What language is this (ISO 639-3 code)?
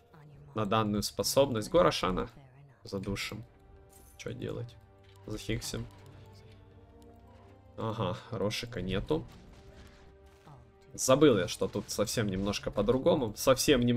rus